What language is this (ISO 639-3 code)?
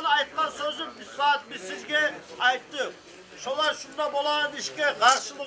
kum